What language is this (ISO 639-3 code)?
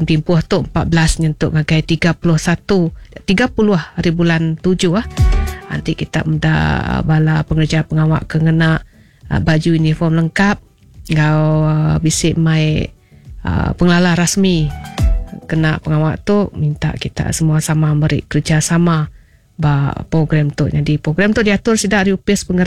iba